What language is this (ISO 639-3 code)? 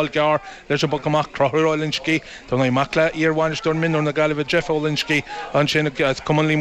gle